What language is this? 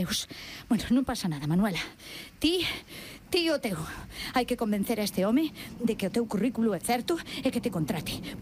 Galician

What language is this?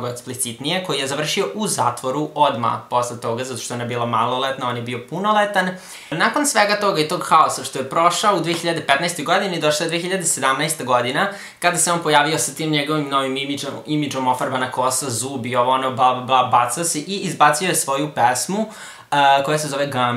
Serbian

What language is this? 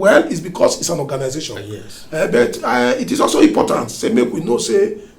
Nigerian Pidgin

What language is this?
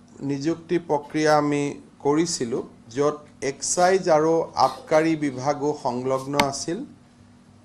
Assamese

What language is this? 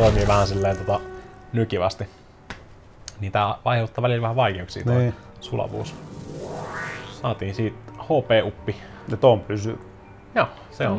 Finnish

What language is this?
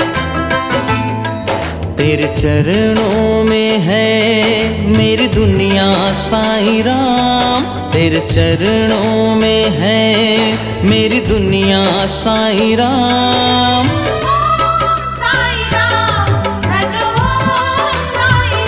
Hindi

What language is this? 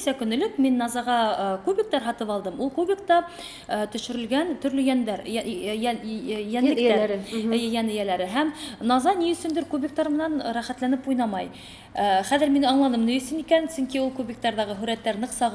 Bashkir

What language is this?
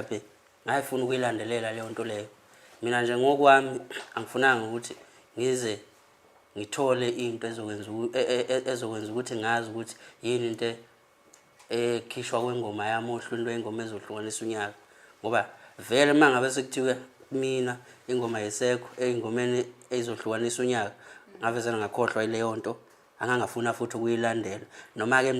Zulu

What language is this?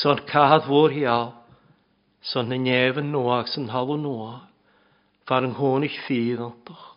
Welsh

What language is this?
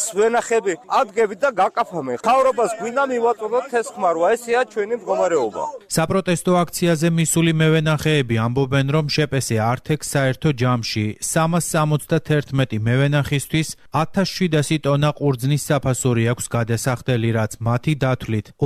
Georgian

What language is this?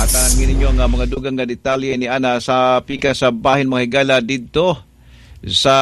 Cebuano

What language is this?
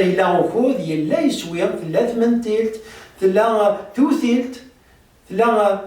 Kabyle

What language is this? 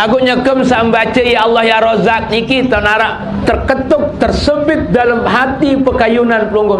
Sasak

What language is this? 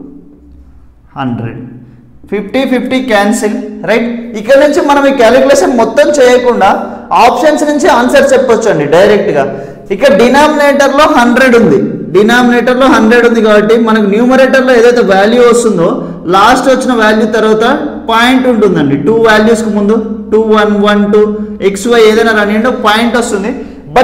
Telugu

